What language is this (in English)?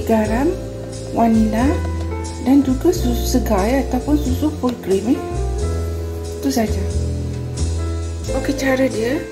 Malay